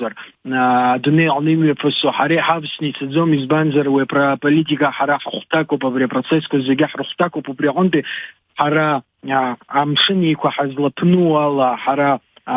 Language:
Abkhazian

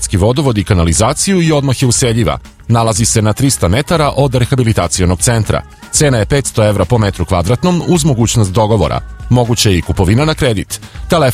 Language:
Serbian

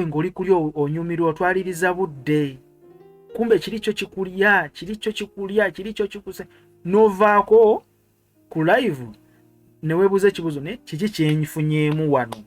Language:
Ganda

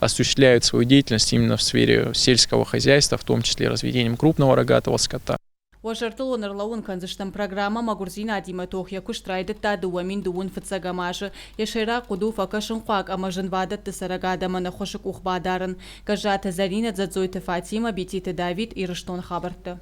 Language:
Ossetic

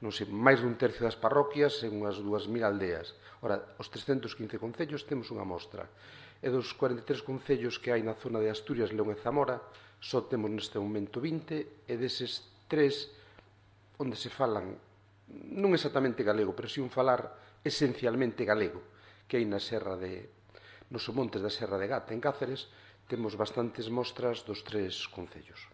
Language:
Galician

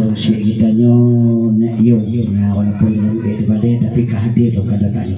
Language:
Achinese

